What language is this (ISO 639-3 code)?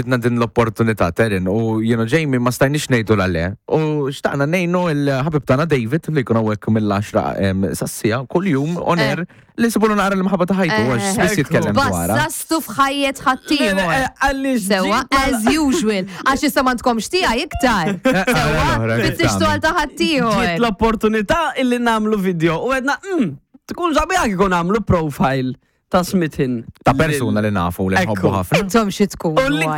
mlt